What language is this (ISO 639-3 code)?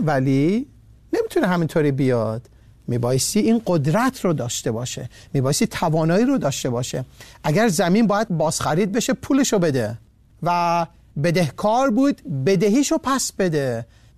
fas